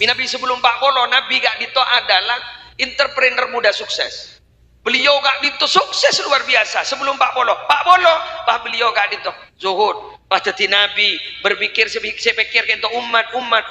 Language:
Madurese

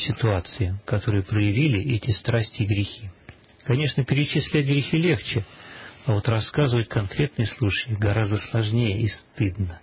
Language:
Russian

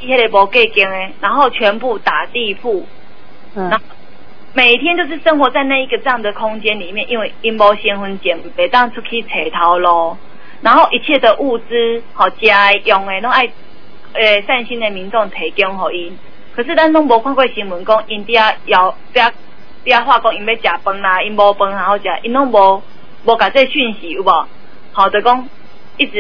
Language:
Min Nan Chinese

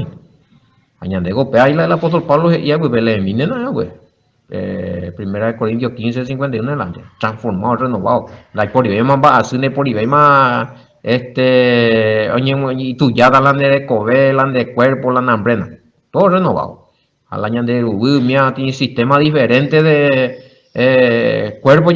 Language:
Guarani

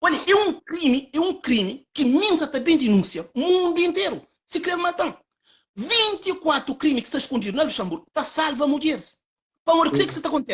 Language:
Kabuverdianu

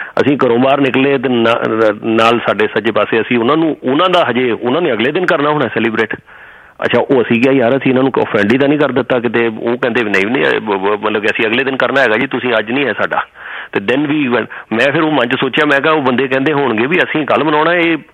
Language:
Punjabi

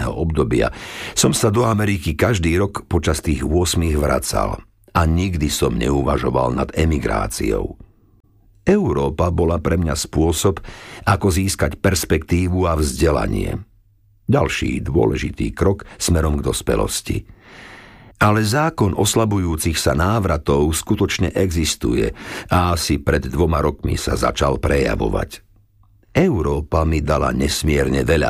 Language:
Slovak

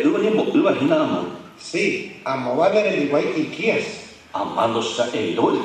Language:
Guarani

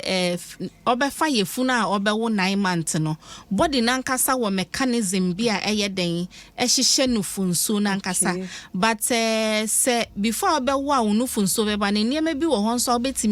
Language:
Akan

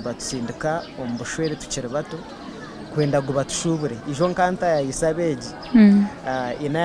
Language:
Nyankole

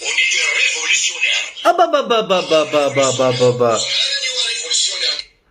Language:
Algerian Arabic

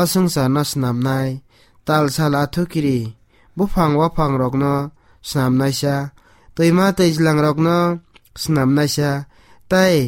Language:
Kok Borok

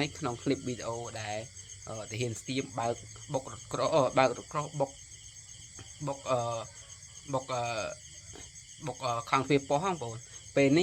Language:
Khmer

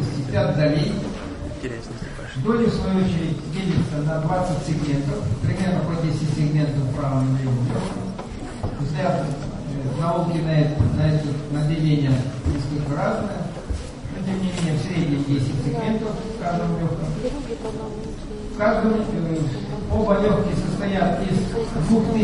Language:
Russian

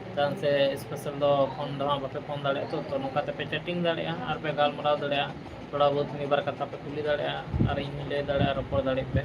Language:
Santali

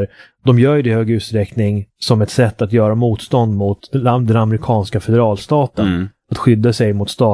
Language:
Swedish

